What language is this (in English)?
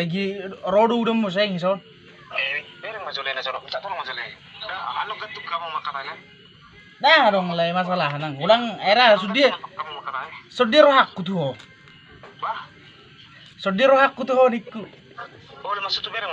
Batak Toba